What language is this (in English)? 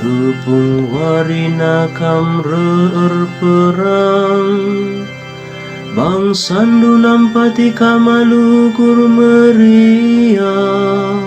Batak Karo